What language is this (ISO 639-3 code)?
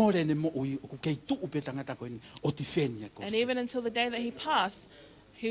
ton